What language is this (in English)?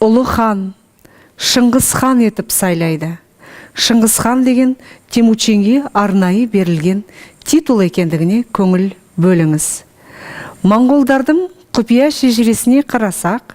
Kazakh